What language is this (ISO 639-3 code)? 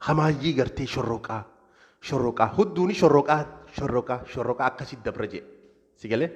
orm